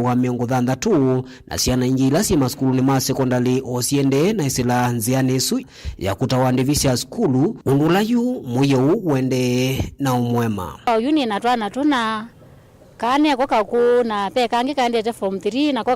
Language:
Kamba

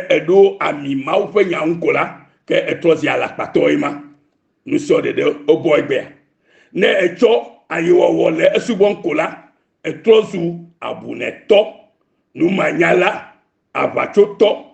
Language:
Ewe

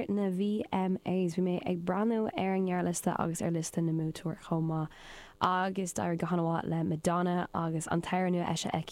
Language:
Irish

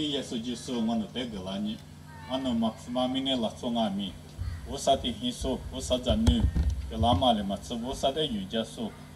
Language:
Lisu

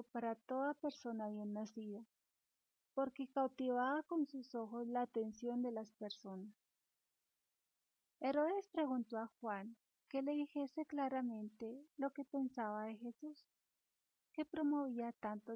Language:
Spanish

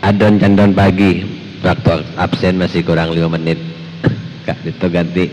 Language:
Madurese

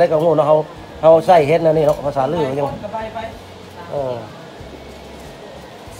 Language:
Northeastern Thai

